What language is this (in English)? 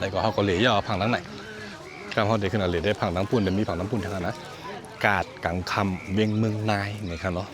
Shan